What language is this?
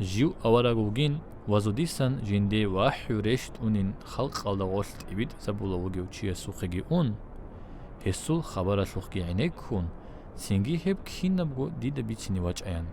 Avaric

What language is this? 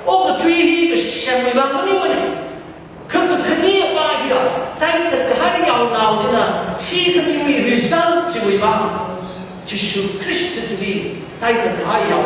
Tangkhul Naga (India)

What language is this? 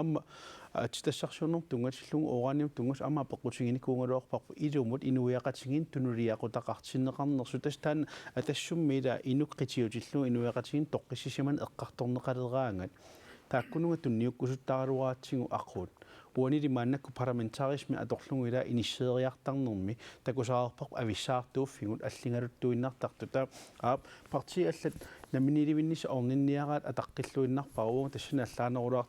Kalaallisut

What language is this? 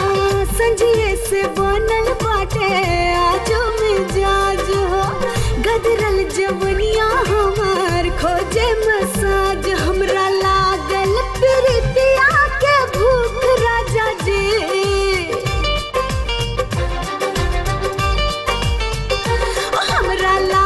Bhojpuri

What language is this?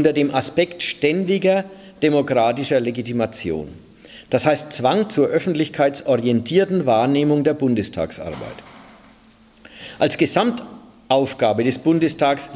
German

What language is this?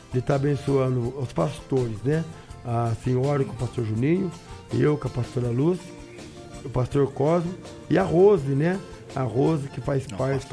Portuguese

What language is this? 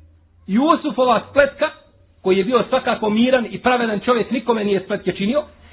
Bosnian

